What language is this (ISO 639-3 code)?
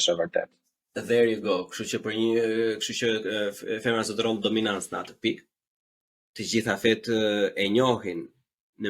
sqi